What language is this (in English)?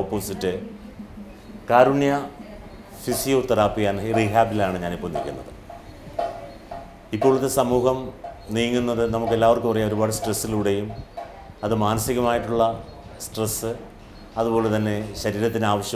Malayalam